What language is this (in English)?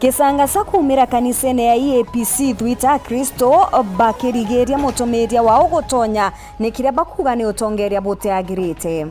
Meru